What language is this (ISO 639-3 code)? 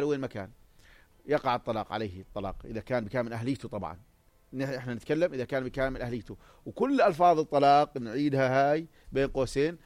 apc